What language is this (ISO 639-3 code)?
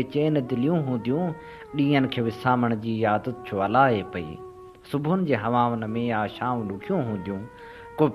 snd